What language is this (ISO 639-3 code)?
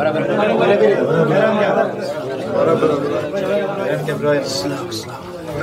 fas